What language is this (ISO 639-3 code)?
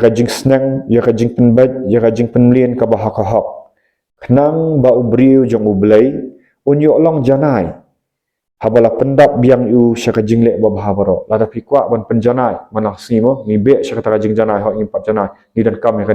kha